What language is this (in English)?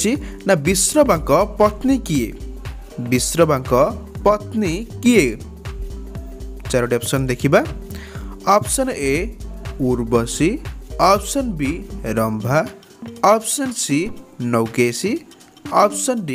Odia